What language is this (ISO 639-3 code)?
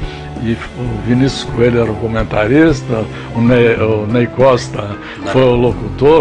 por